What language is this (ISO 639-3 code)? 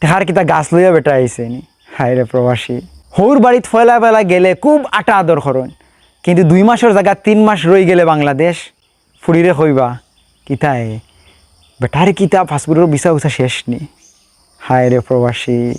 syl